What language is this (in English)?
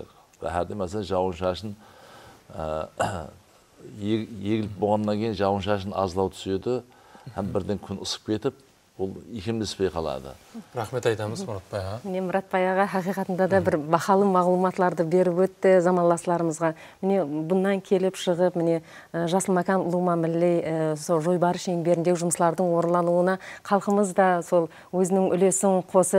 Kara-Kalpak